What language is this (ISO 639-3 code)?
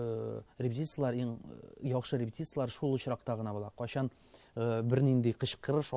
tat